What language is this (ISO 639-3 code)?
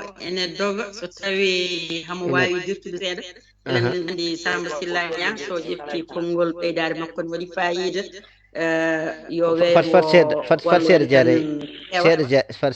ful